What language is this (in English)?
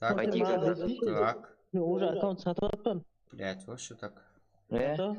Kara-Kalpak